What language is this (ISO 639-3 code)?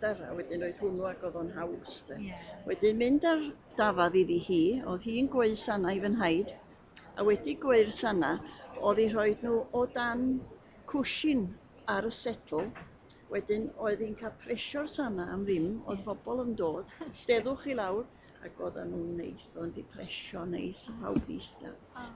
cym